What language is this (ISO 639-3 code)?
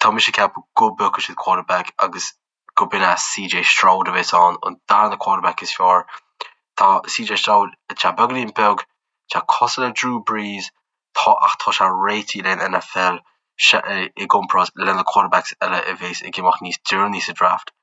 gle